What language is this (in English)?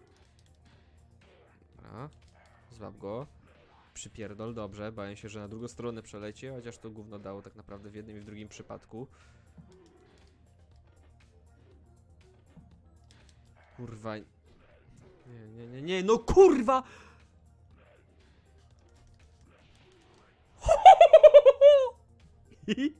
Polish